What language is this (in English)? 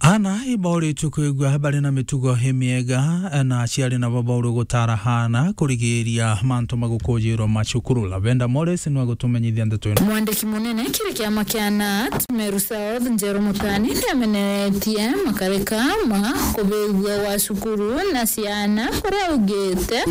Meru